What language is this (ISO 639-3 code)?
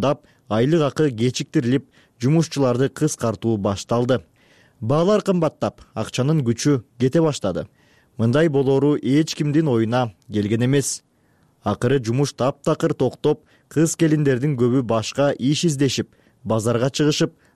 kir